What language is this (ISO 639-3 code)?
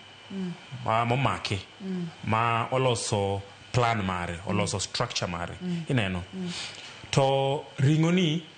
luo